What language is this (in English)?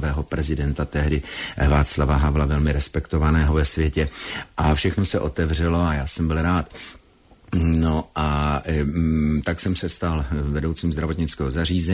Czech